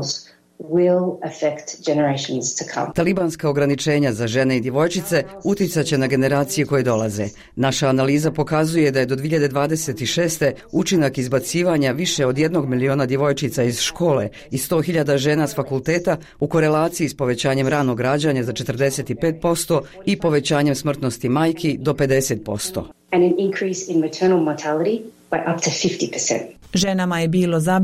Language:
Bosnian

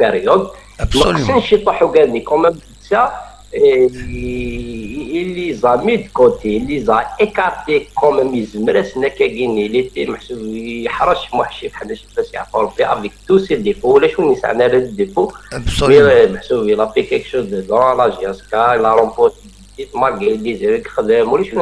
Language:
Kabyle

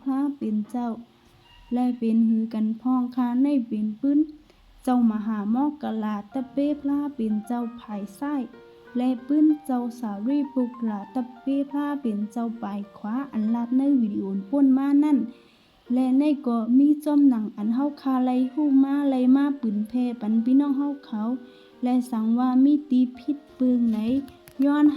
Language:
Shan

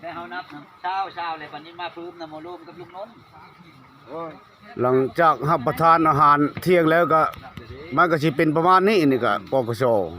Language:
Lao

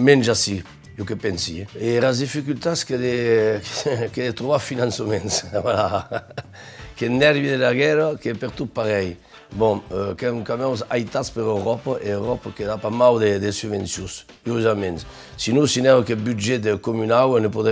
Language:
Occitan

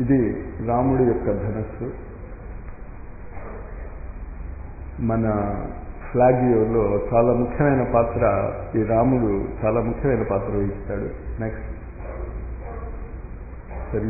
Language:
Telugu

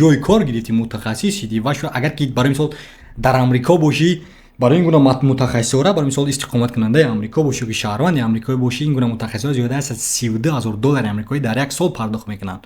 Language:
Tajik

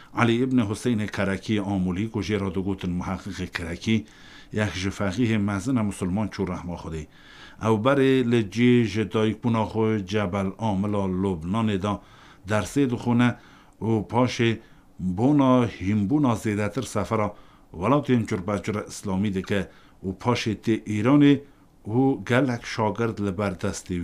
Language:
Kurdish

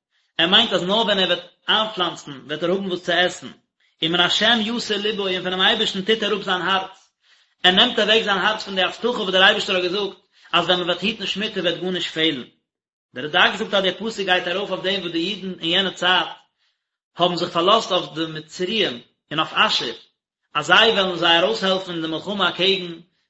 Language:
Yiddish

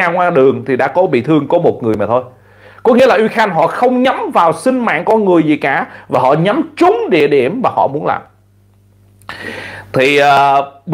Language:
Vietnamese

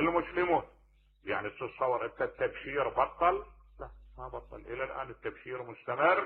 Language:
Mesopotamian Arabic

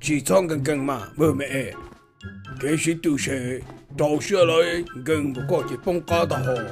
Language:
Hmong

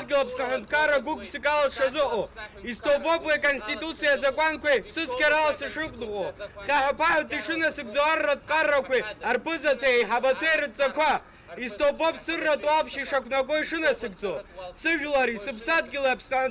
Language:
Abkhazian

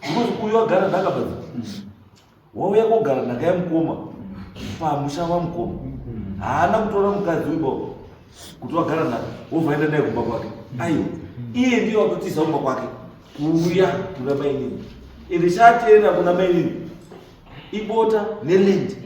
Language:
Shona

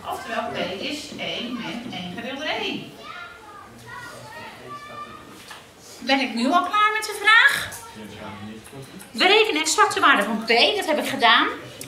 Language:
Dutch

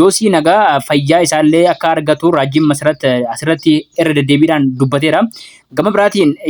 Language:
Oromo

